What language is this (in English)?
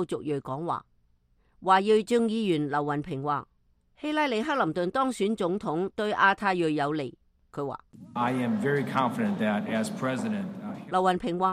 Cantonese